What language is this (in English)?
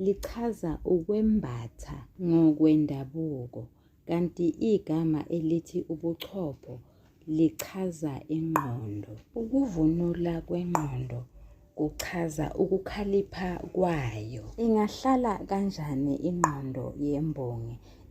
Zulu